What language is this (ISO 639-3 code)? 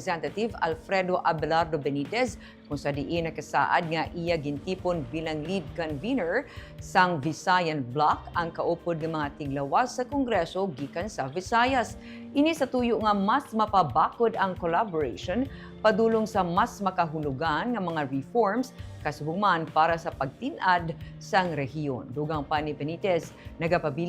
hil